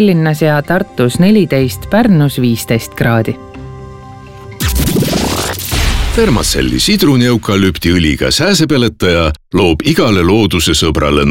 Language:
Estonian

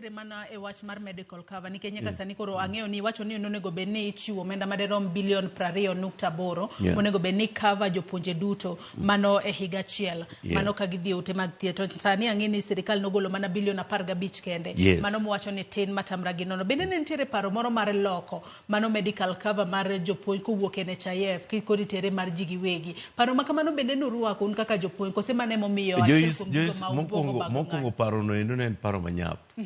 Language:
Luo (Kenya and Tanzania)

